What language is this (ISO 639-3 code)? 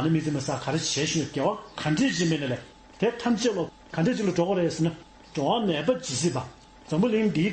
bod